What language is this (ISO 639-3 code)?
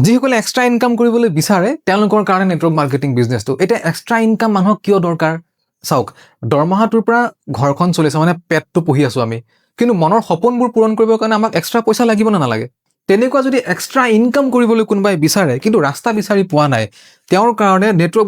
asm